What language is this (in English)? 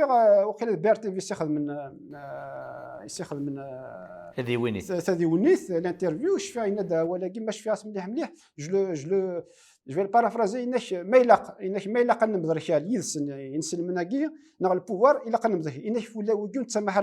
Kabyle